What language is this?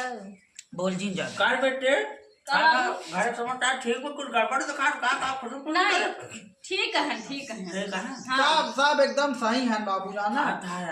Awadhi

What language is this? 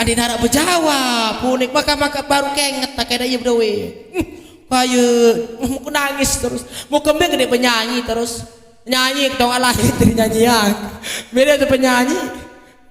Sasak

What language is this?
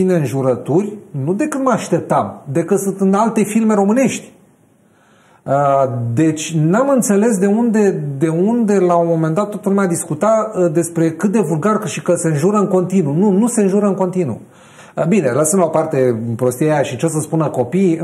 Romanian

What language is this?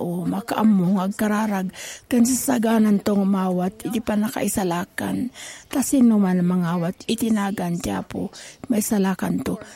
Iloko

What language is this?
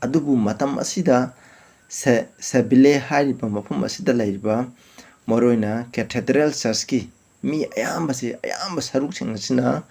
Manipuri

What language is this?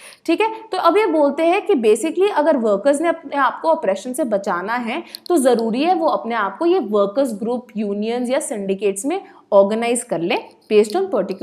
Hindi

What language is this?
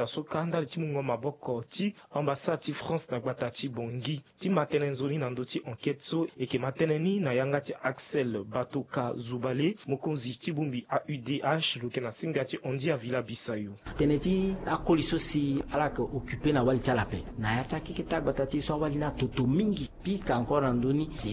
Sango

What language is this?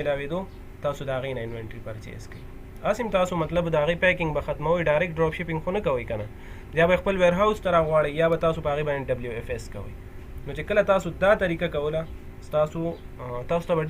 Pashto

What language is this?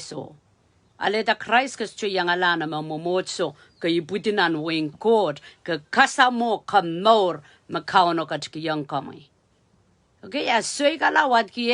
Pohnpeian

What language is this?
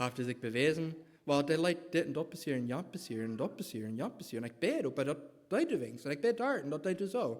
Plautdietsch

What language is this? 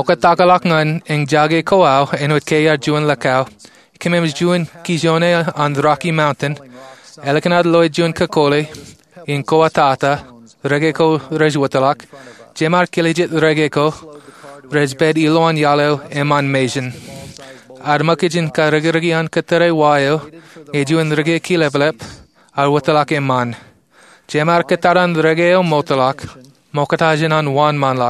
Marshallese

